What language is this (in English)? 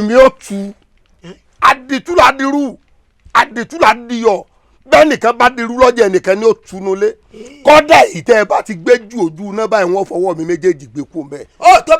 Yoruba